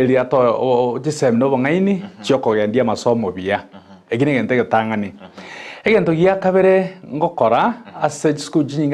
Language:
Gusii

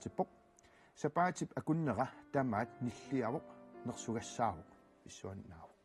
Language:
Kalaallisut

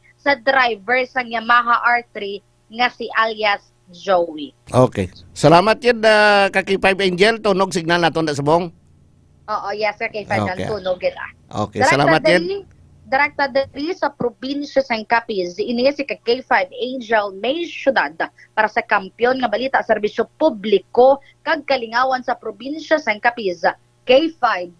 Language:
Hiligaynon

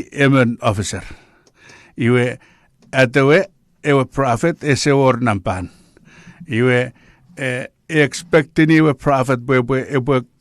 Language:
Chuukese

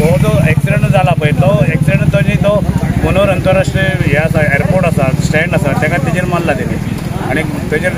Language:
Konkani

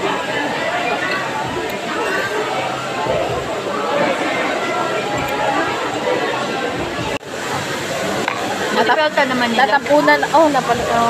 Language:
Filipino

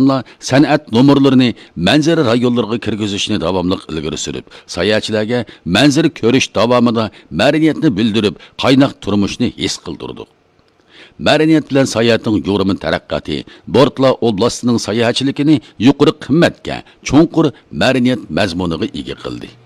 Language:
Uyghur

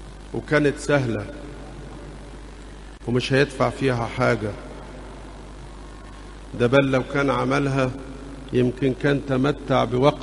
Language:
Egyptian Arabic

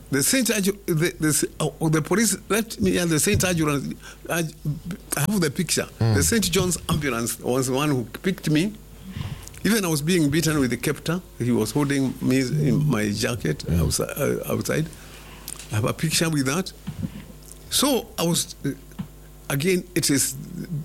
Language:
Swahili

